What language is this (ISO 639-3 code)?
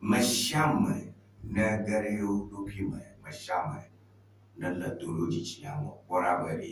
ewe